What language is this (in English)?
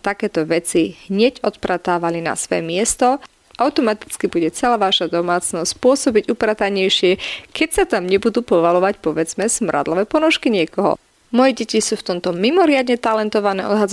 Slovak